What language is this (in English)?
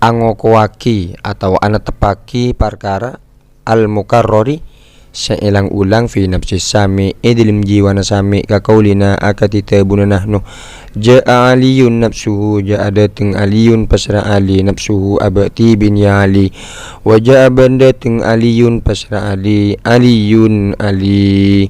Madurese